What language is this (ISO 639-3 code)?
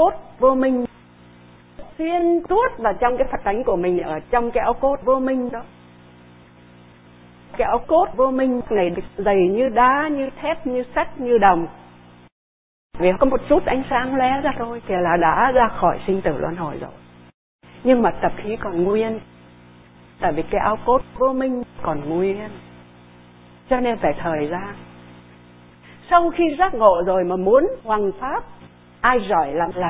vie